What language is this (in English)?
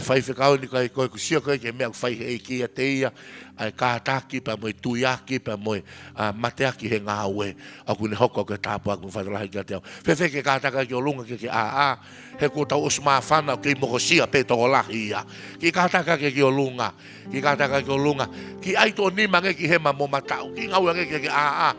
Tongan